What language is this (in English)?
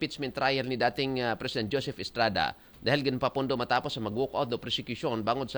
Aklanon